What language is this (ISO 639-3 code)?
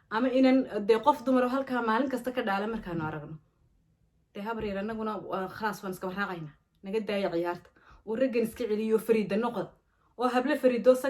som